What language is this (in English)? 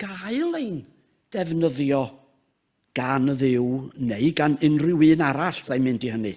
Welsh